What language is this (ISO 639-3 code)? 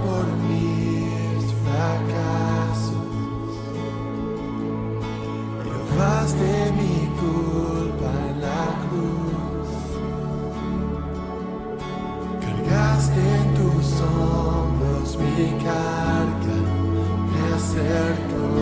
spa